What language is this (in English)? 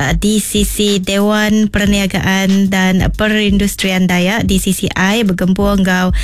Iban